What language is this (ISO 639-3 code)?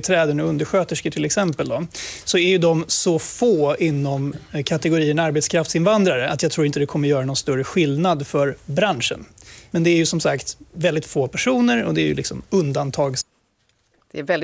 swe